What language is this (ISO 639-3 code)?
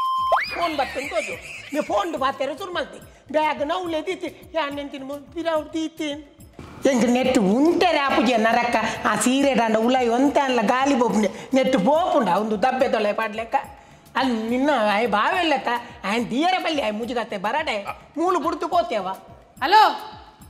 tcy